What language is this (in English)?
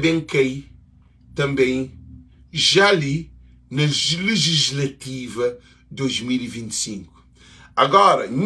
Kabuverdianu